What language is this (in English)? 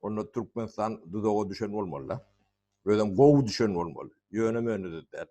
Turkmen